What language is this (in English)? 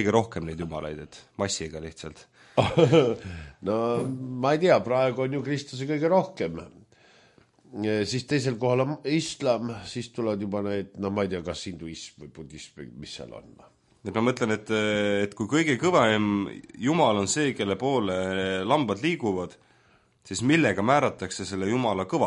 Estonian